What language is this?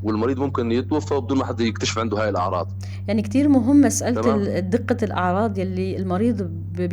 North Levantine Arabic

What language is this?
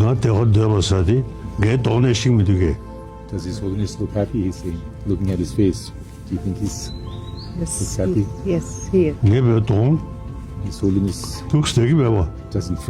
Tibetan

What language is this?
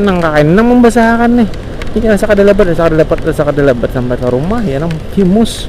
Banjar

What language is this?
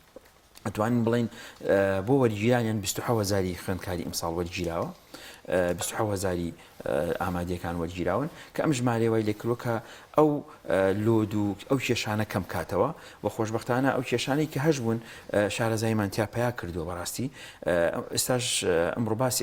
Central Kurdish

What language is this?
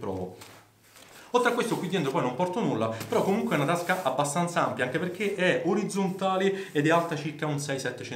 Italian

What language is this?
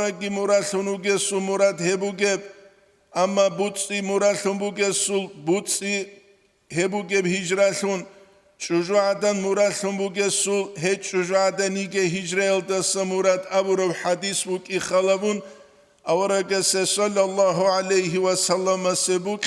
Avaric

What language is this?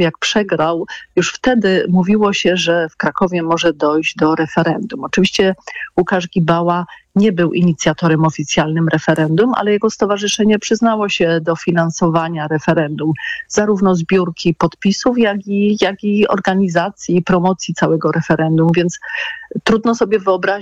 Polish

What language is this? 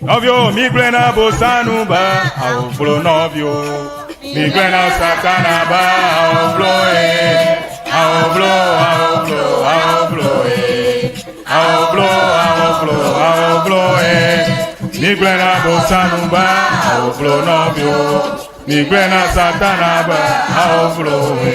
Ewe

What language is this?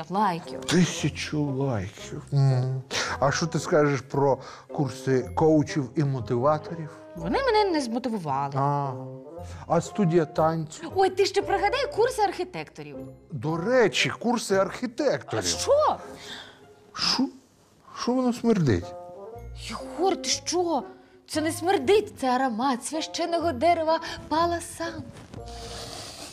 Ukrainian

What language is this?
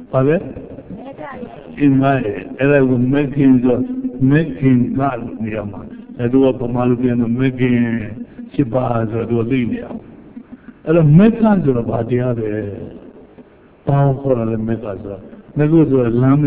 Burmese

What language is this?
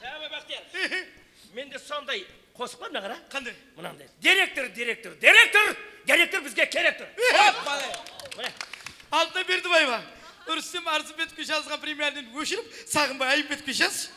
Kara-Kalpak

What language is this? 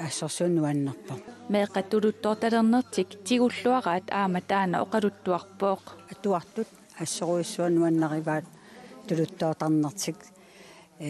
Kalaallisut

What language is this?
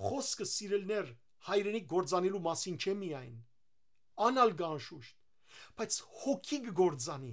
Western Armenian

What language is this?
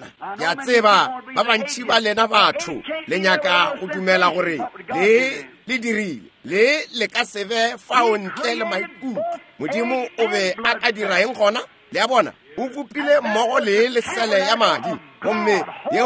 Northern Sotho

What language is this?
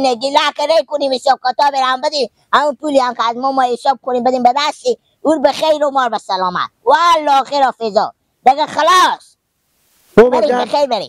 Persian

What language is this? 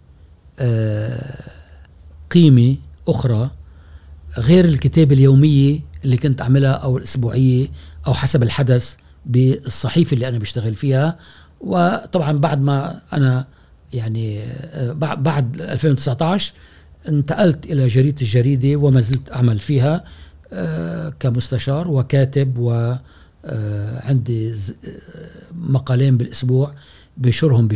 Gulf Arabic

